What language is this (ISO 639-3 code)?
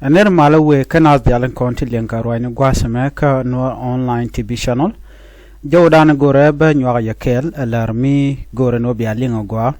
nus